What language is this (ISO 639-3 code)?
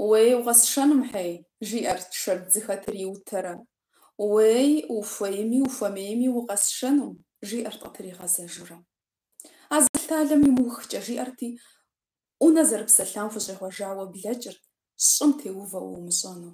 kbd